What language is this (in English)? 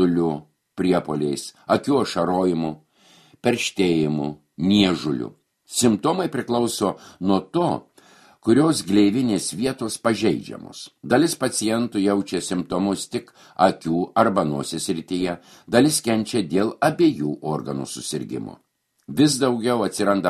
Lithuanian